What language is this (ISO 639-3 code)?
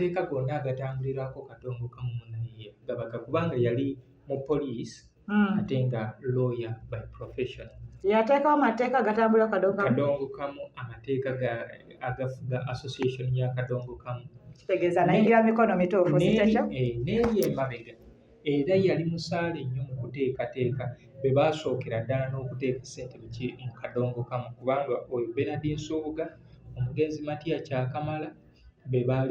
lug